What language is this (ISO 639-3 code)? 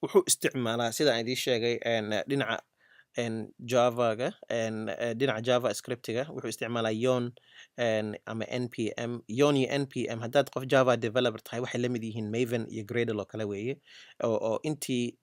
som